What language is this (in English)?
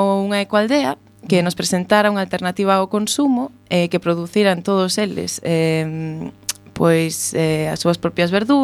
Galician